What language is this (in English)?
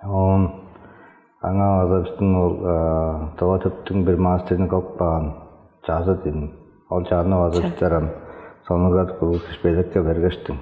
Tuvinian